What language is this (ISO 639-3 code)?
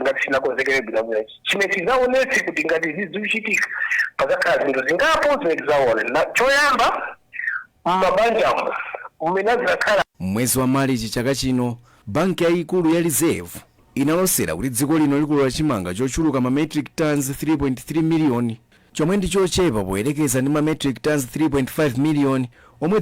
nya